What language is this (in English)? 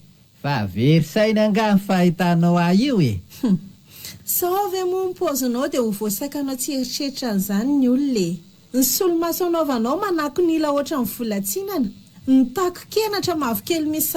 Malagasy